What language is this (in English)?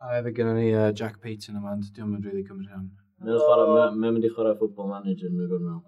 Welsh